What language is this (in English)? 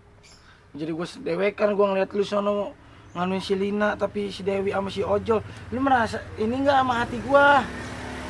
Betawi